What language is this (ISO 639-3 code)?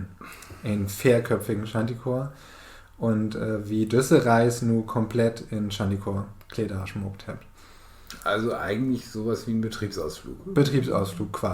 nds